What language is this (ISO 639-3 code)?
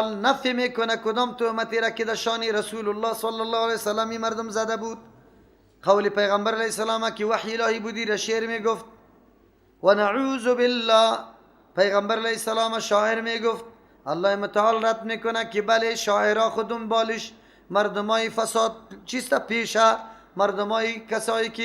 fas